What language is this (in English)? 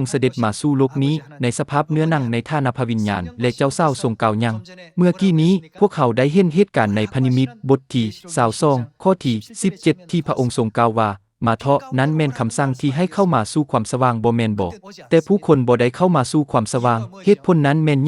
Lao